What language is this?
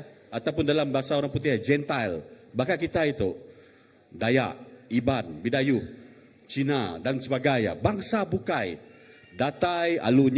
Iban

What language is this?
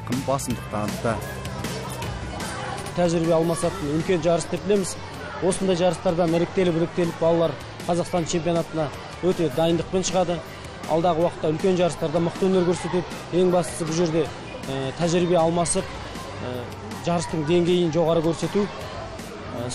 Kazakh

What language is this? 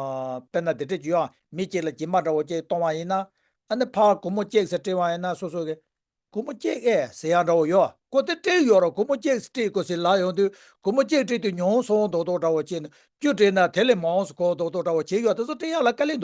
Tibetan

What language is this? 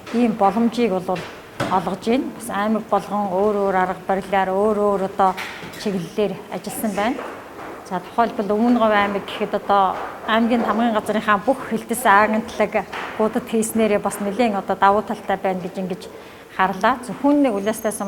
Mongolian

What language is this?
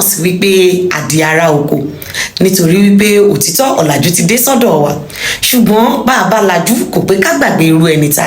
Yoruba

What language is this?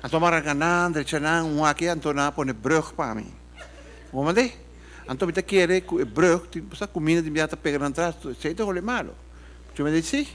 Papiamento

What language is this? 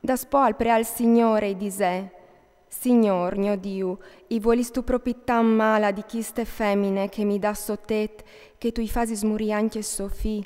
Friulian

